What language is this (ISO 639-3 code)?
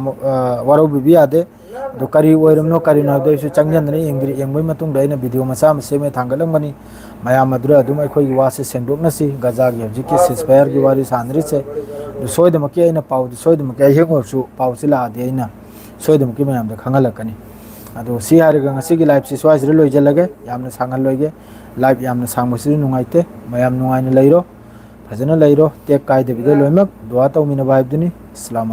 mni